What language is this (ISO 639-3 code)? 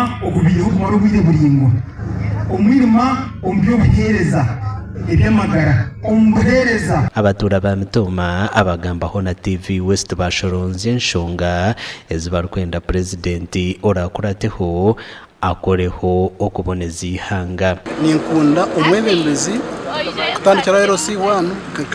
nyn